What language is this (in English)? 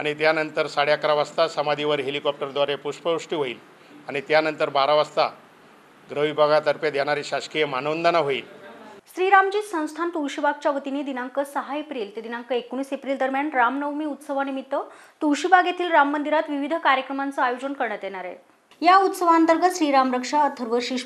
Marathi